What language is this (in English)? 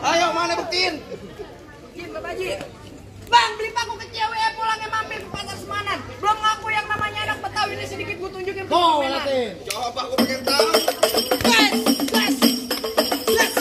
Betawi